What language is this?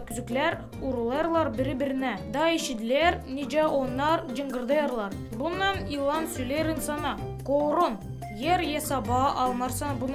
Gagauz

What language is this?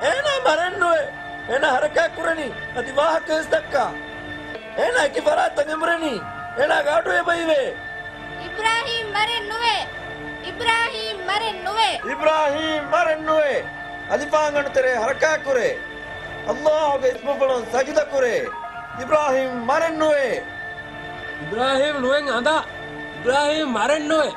Divehi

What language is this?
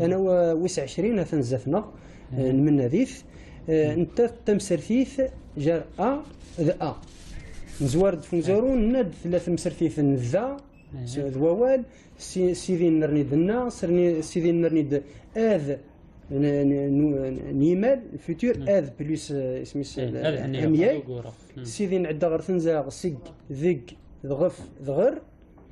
Kabyle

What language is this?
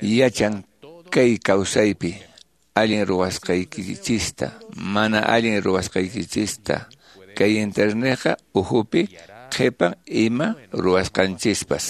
Quechua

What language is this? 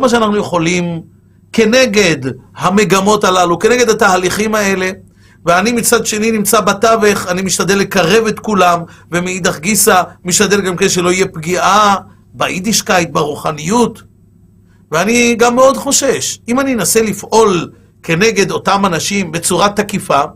Hebrew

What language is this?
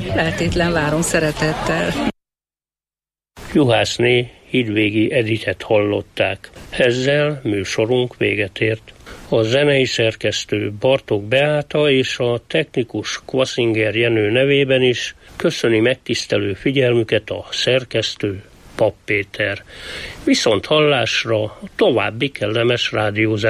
Hungarian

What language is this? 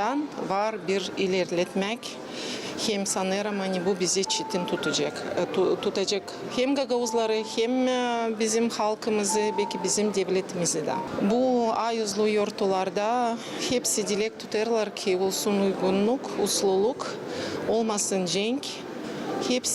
Gagauz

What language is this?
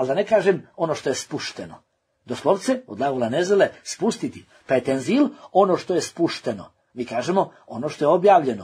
Bosnian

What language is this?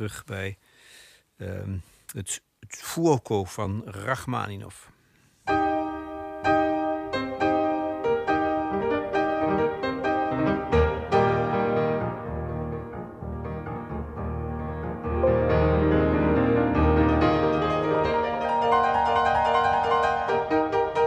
Dutch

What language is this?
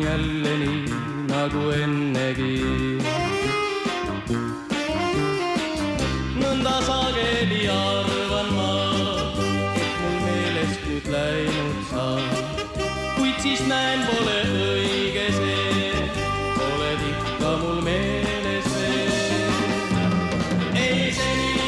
Estonian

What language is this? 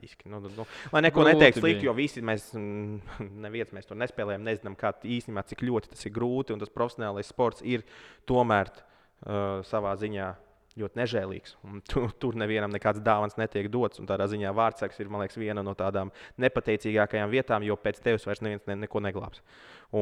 Latvian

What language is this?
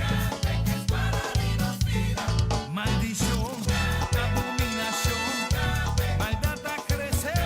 Papiamento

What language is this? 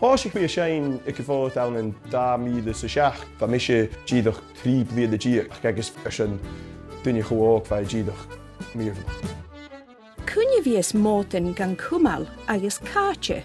Scottish Gaelic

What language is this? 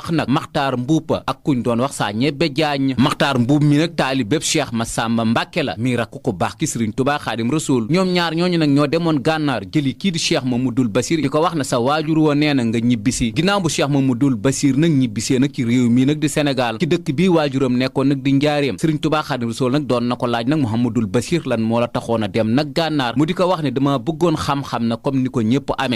Wolof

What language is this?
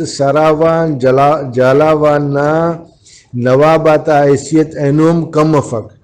Brahui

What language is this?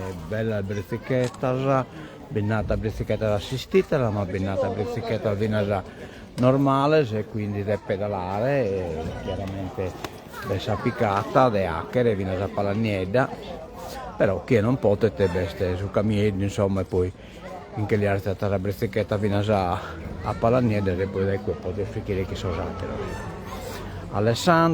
Sardinian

